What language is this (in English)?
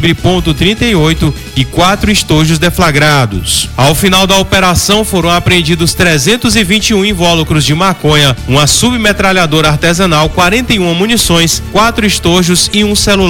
Portuguese